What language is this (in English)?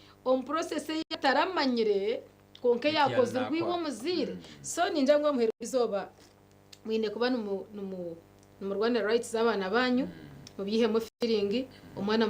Nyankole